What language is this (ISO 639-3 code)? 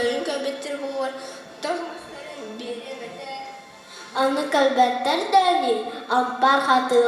sah